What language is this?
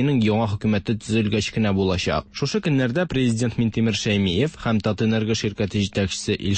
Tatar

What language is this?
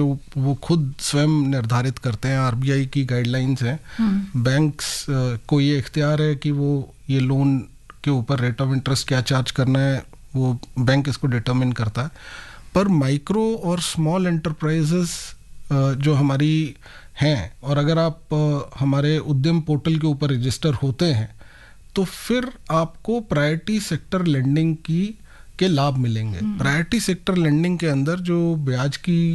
Hindi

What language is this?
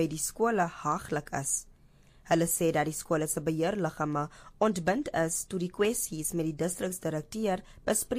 Afrikaans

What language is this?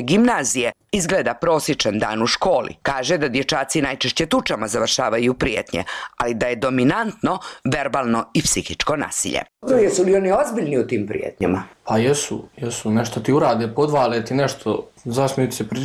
Bosnian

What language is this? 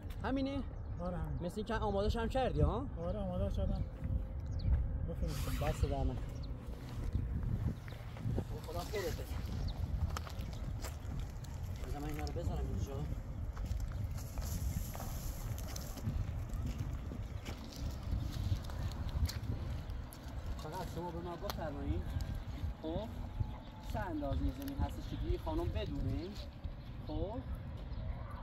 Persian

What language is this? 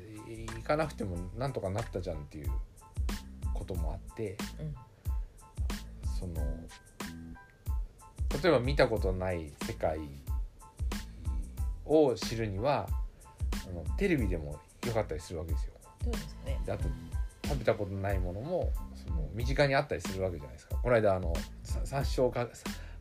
Japanese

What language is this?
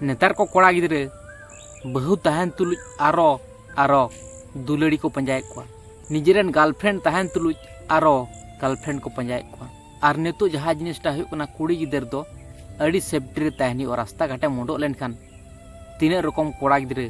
Santali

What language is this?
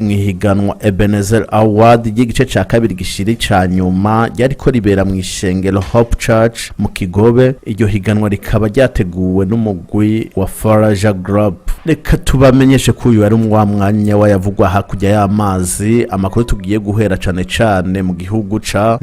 Rundi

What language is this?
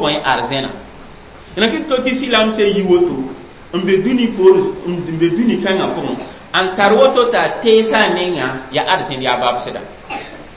Mossi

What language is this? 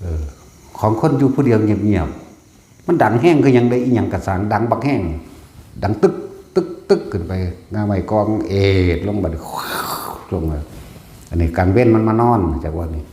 Northeastern Thai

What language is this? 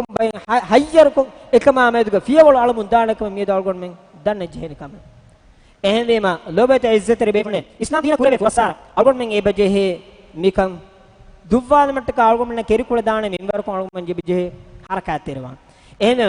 Divehi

